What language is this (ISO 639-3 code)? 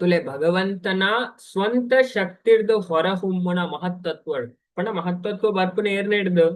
tcy